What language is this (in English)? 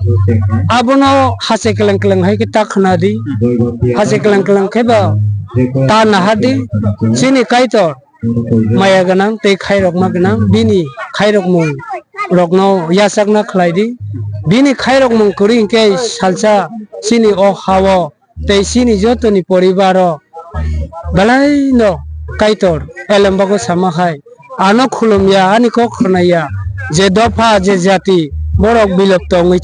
Kok Borok